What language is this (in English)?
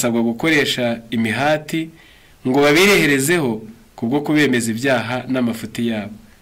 Kinyarwanda